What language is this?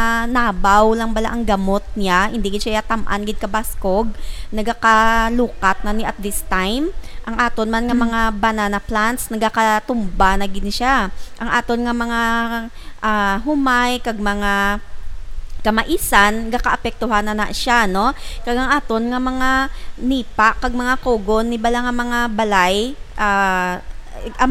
Hiligaynon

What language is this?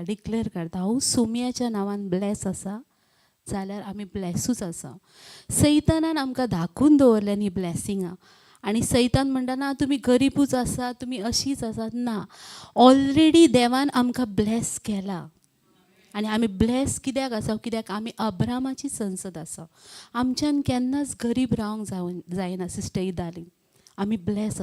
Konkani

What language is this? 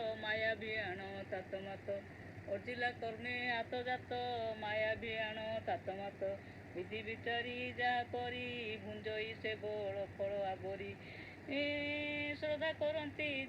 Odia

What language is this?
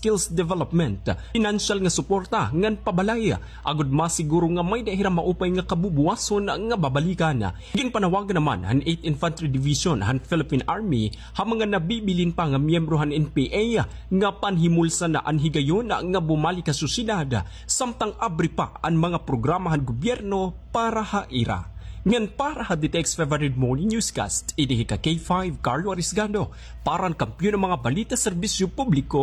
Waray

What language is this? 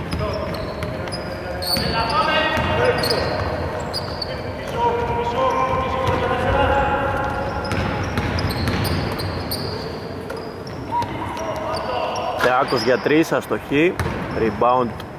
Greek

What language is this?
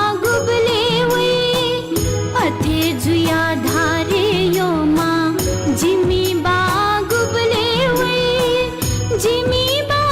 Newari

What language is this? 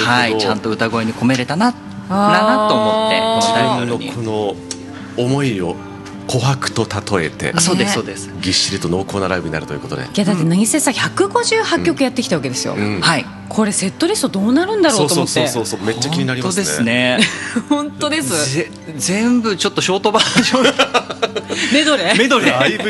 Japanese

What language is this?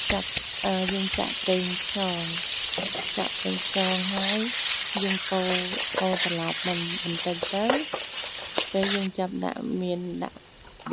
Khmer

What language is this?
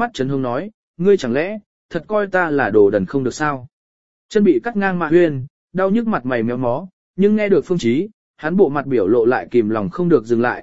Vietnamese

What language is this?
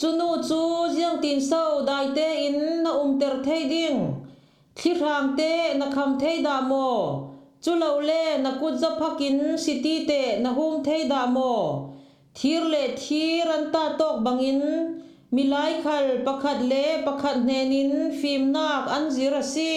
Falam Chin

